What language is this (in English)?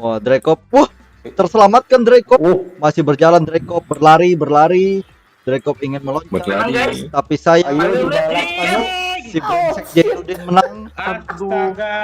Banjar